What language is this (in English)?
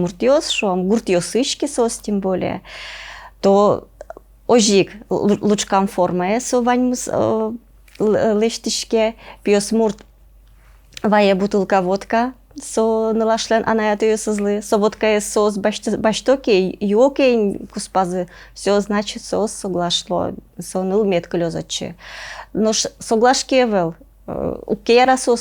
Udmurt